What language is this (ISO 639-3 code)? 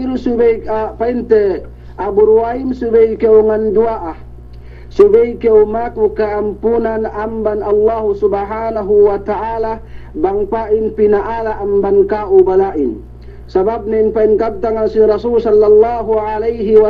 yka